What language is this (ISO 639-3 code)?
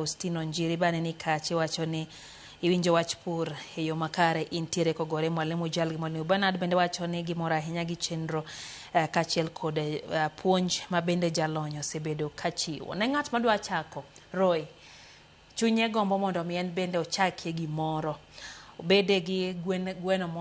luo